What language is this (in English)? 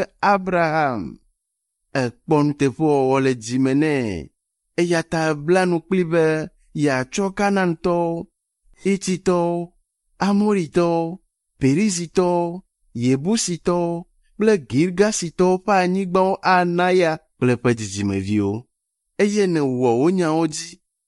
Ewe